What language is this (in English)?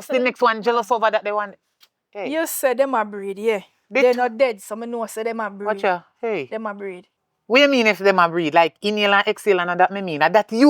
Jamaican Creole English